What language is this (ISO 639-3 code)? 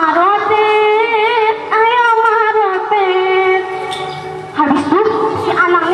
bjn